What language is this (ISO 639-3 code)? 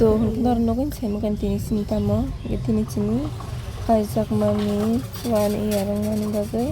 trp